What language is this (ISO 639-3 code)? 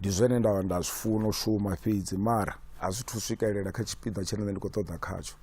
ven